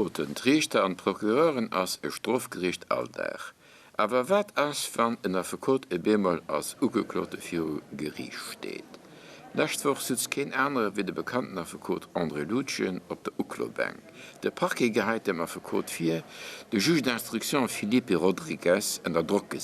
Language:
Luxembourgish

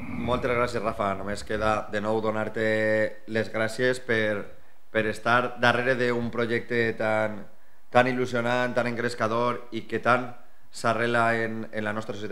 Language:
Catalan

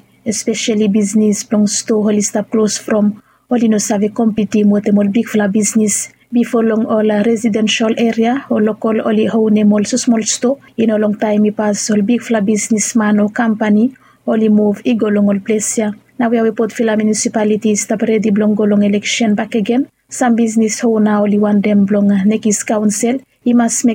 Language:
Bislama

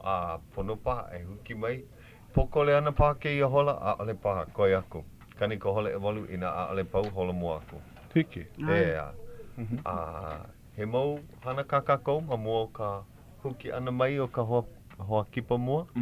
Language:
Hawaiian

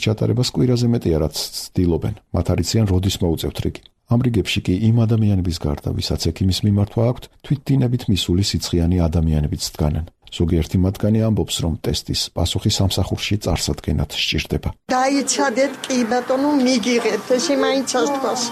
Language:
Georgian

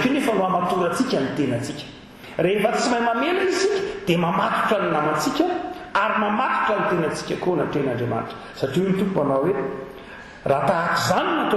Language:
Malagasy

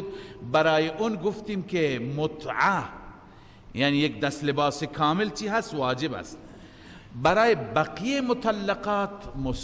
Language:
Persian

